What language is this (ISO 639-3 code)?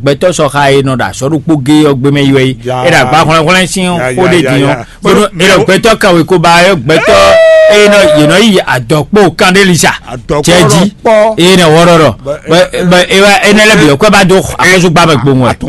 fon